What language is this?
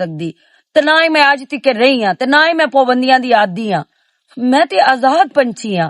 Western Panjabi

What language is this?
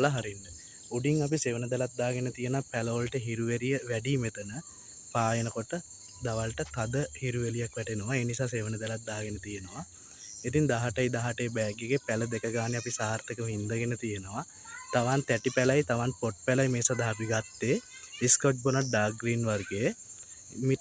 Sinhala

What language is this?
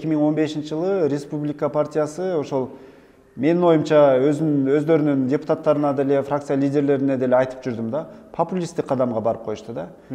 Kyrgyz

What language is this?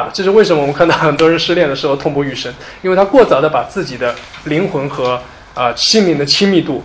Chinese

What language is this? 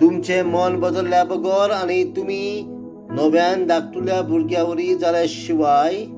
Konkani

